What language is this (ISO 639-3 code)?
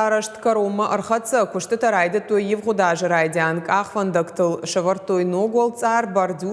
oss